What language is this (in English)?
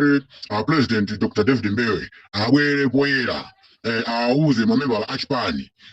Nyanja